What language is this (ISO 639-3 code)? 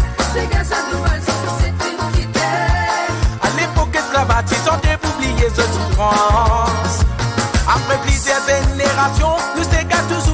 mfe